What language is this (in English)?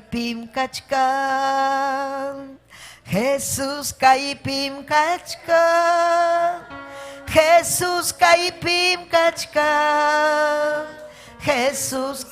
Ayacucho Quechua